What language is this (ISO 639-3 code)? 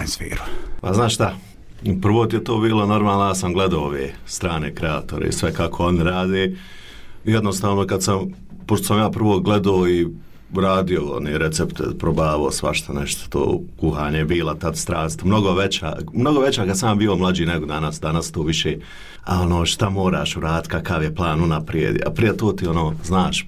bos